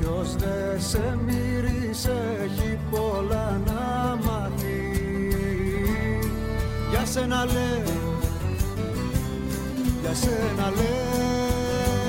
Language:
Greek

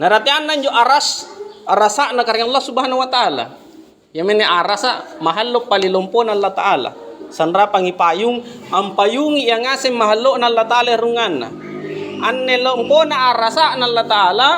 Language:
Makasar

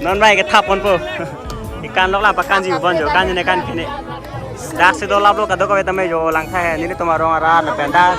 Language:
Karbi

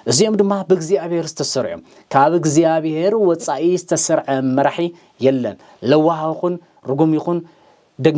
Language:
Tigrinya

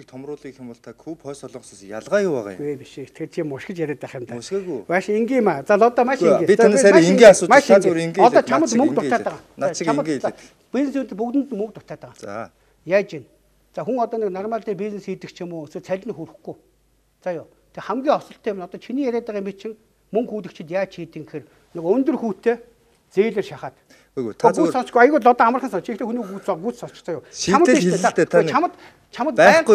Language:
Mongolian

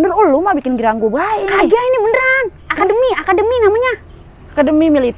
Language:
Betawi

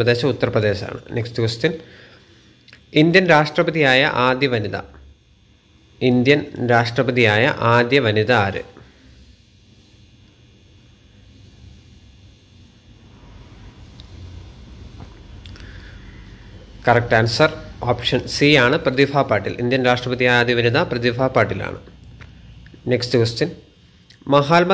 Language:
Malayalam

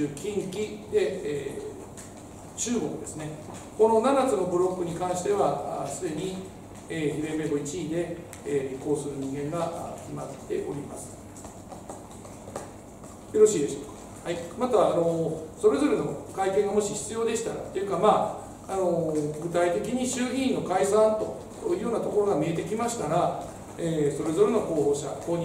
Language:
Japanese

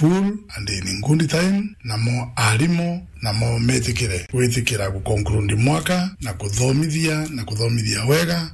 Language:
Meru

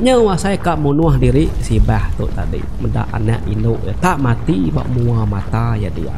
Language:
Iban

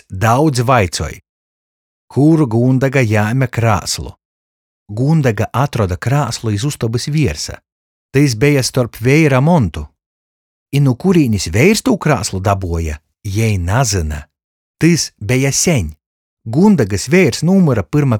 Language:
Latgalian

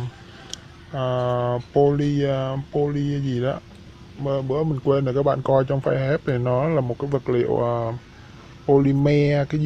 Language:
Vietnamese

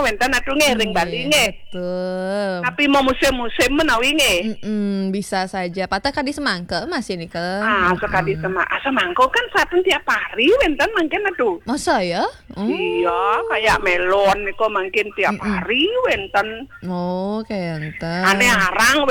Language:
Balinese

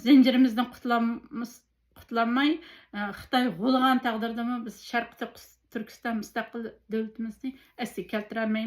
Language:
Uyghur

